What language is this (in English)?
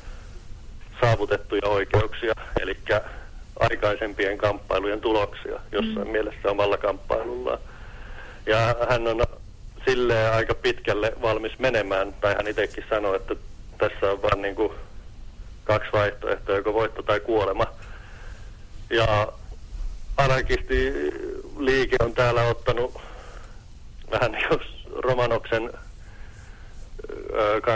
Finnish